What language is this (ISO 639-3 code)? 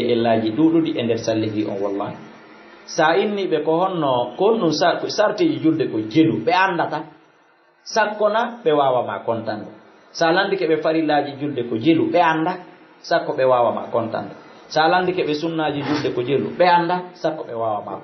ful